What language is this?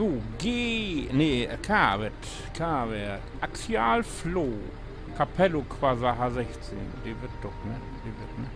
Low German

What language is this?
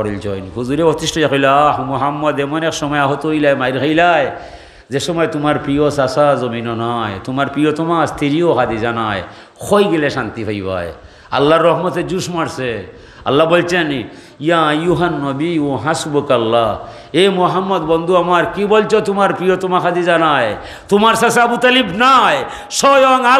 Sylheti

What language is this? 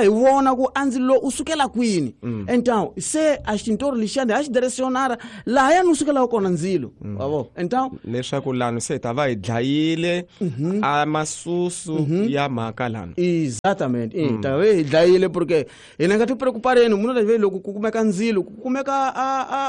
Tsonga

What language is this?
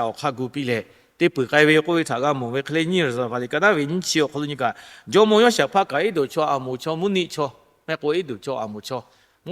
Lahu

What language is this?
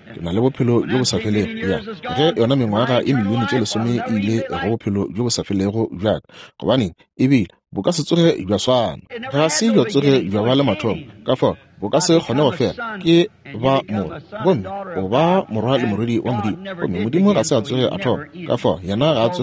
Northern Sotho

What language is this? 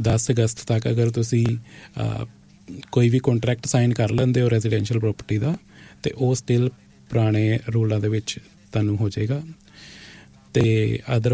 Punjabi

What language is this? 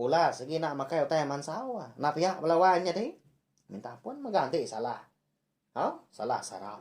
Iban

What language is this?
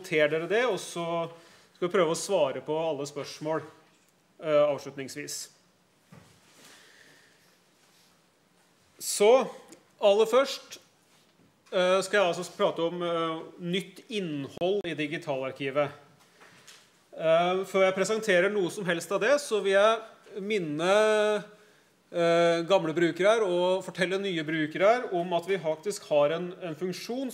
Norwegian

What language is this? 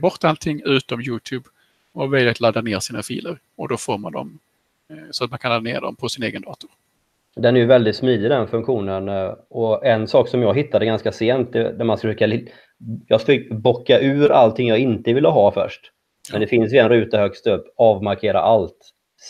Swedish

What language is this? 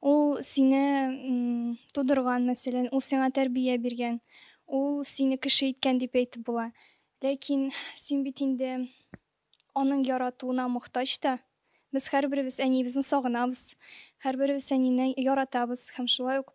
Tatar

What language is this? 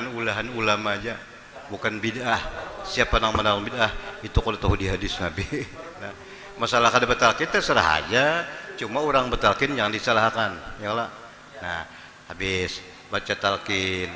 Banjar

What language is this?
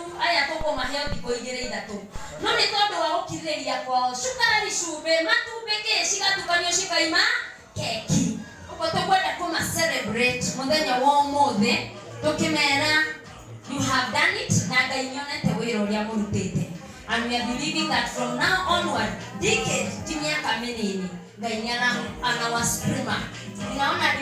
Kikuyu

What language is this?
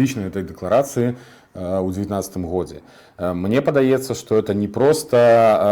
Belarusian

